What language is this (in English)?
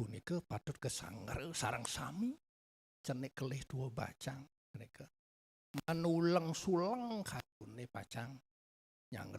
Balinese